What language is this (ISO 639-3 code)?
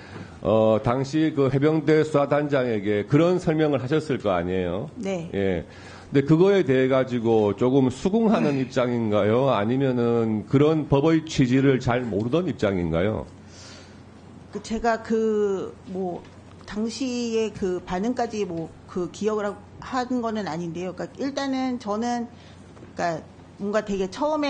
kor